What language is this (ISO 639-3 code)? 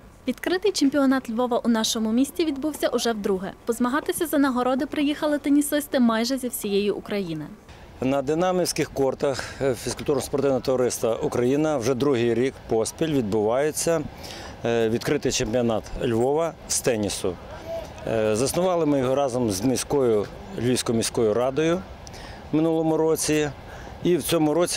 ukr